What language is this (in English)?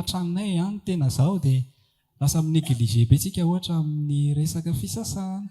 Malagasy